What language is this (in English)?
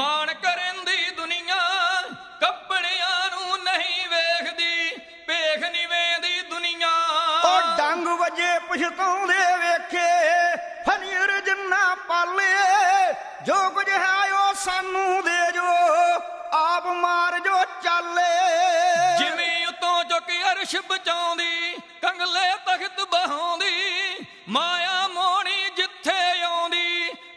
Punjabi